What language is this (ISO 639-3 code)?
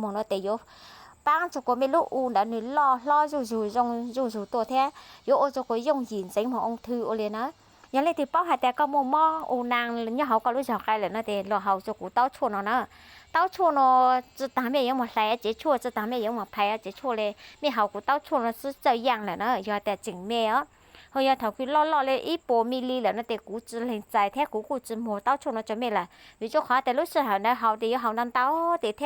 hmn